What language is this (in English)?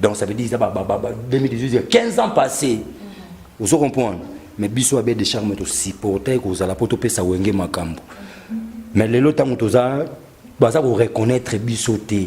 Lingala